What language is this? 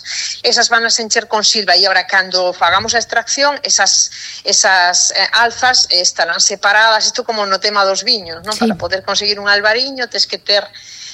Galician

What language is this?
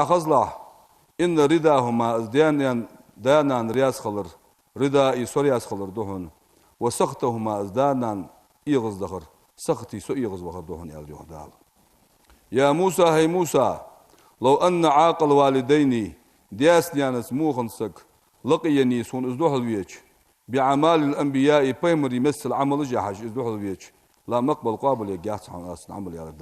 Ingush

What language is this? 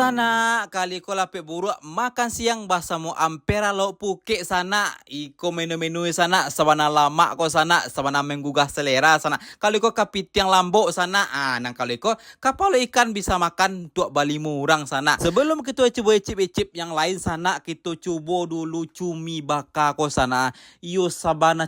Minangkabau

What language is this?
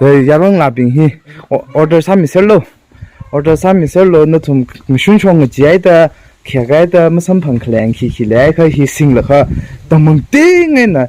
Tangkhul Naga (India)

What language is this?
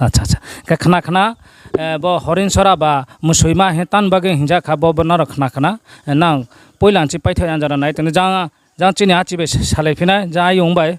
Riang (India)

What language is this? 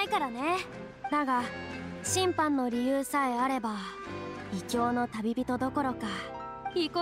Japanese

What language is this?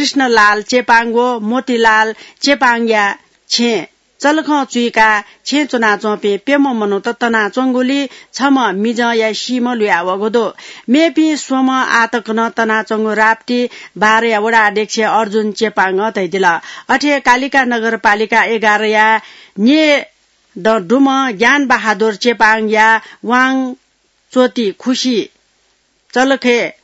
Newari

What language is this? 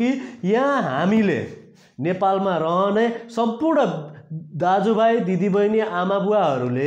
Nepali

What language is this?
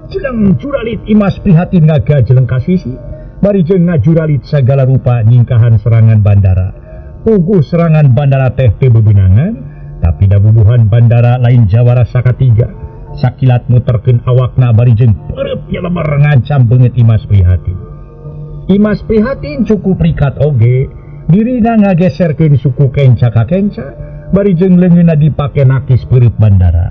Sundanese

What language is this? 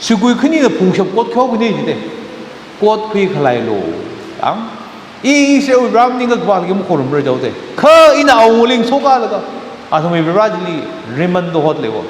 Tangkhul Naga (India)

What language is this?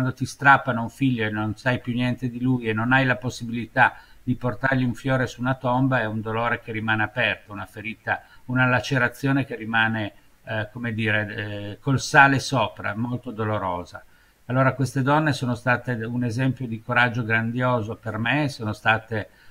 Italian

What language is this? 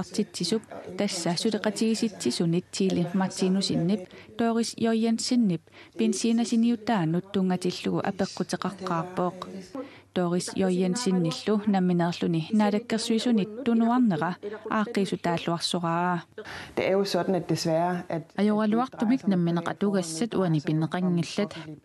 Kalaallisut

